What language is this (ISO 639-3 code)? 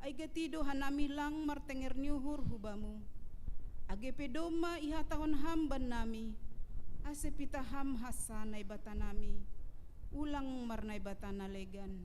bts